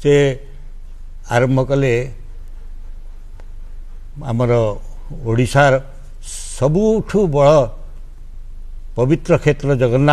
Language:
Odia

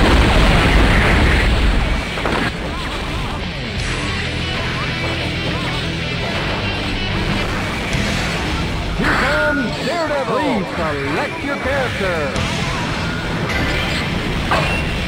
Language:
Japanese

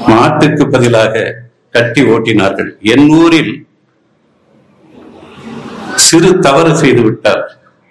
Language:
Tamil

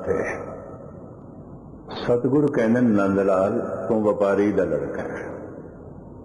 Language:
Punjabi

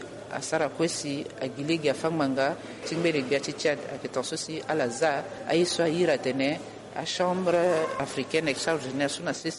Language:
Sango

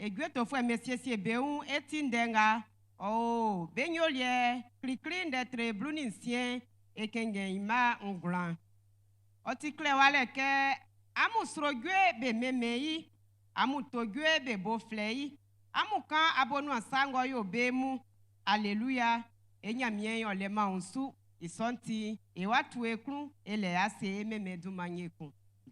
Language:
Baoulé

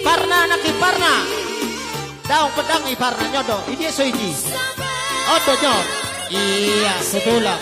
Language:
Batak Toba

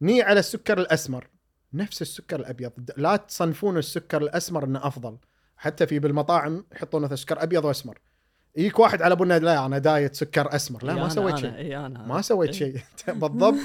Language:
Gulf Arabic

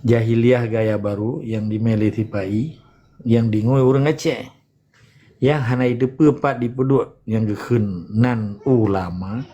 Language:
Achinese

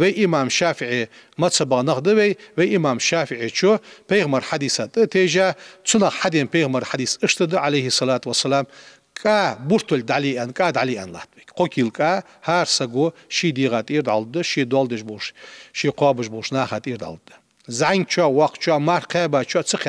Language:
Ingush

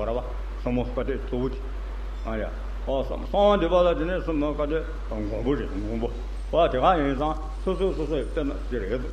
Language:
Tibetan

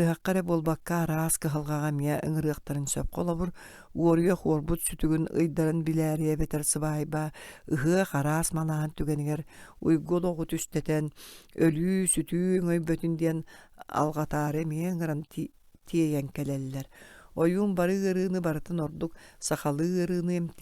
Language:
Yakut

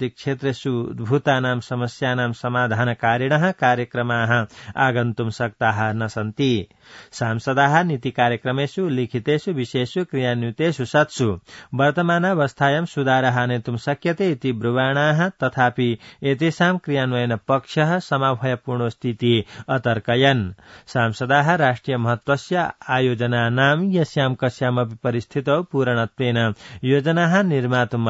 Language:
Sanskrit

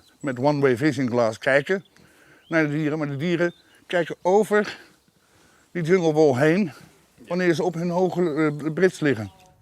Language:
Western Frisian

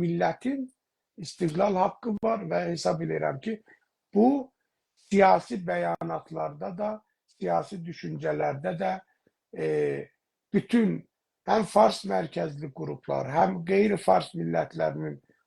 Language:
South Azerbaijani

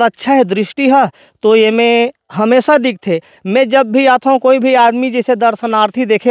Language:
Chhattisgarhi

